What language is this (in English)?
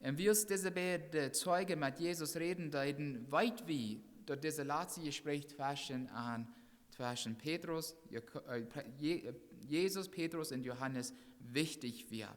Plautdietsch